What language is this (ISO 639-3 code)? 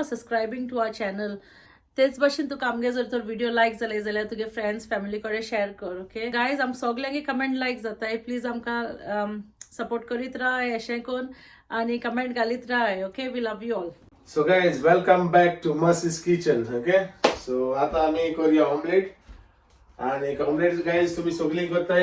kok